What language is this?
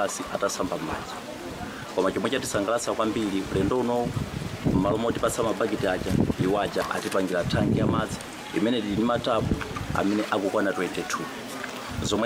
Nyanja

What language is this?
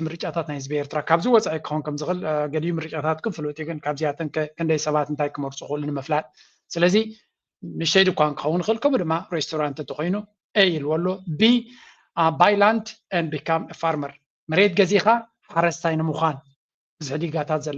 Tigrinya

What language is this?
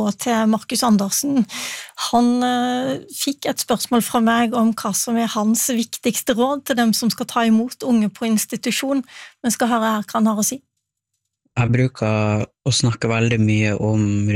Norwegian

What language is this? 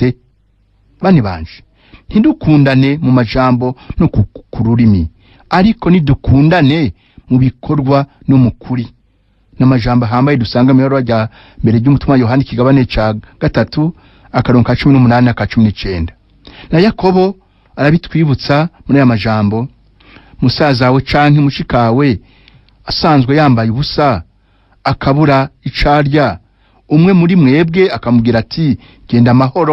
Rundi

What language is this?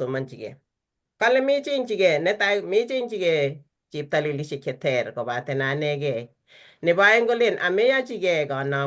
Kalenjin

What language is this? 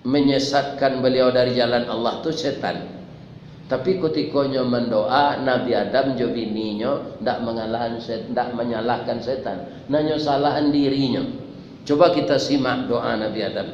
Minangkabau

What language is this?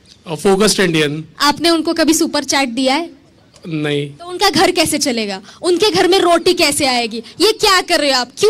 Hindi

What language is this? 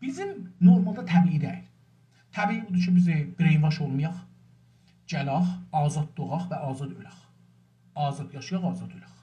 South Azerbaijani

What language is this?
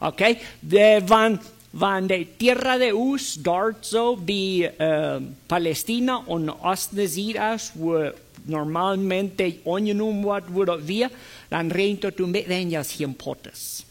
Plautdietsch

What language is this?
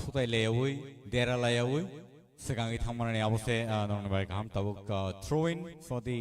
Kok Borok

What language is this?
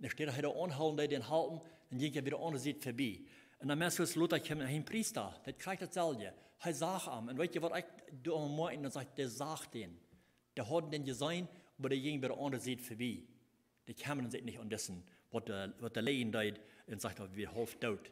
Plautdietsch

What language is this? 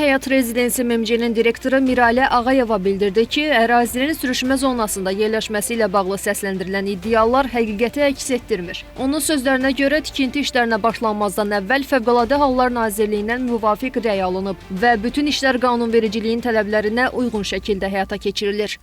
Azerbaijani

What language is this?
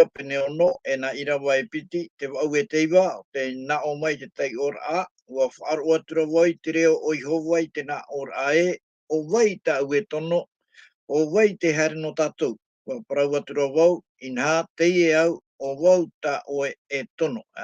Tahitian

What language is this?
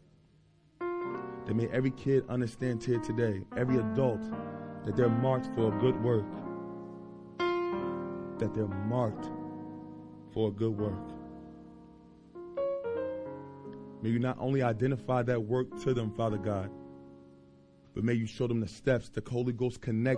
English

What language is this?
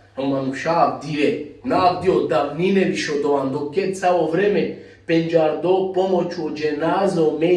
Balkan Romani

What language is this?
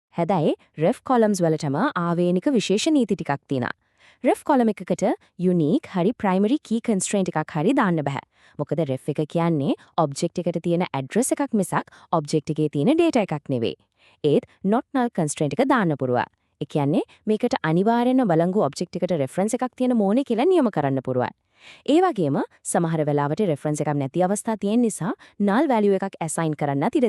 Sinhala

